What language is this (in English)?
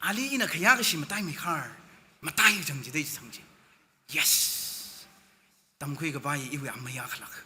Tangkhul Naga (India)